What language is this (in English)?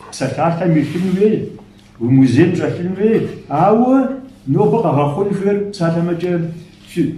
Kabardian